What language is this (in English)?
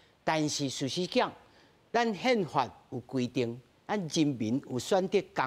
Min Nan Chinese